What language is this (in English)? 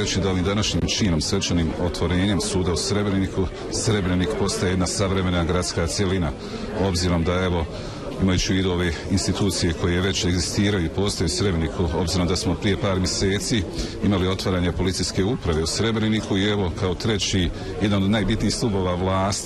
Bosnian